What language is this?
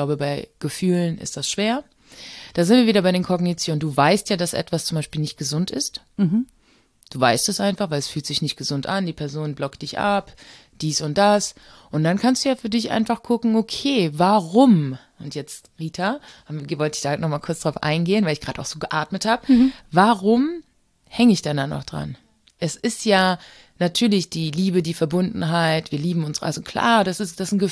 German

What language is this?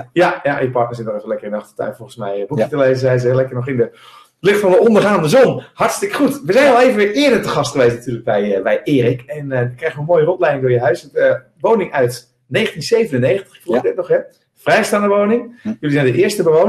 Dutch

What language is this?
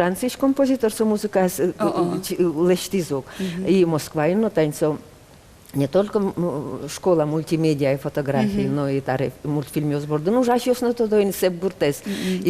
Udmurt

